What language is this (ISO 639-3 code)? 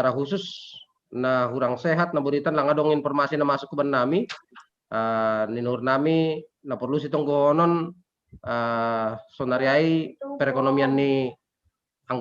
bts